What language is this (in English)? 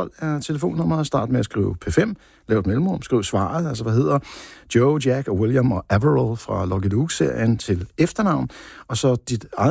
Danish